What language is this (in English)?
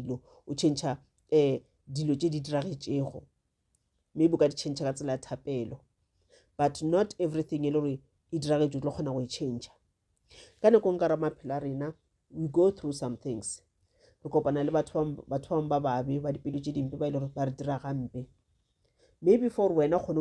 Northern Sotho